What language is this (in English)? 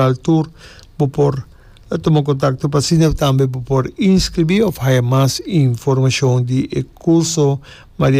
Papiamento